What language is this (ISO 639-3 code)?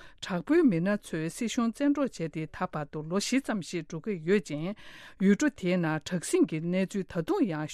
bod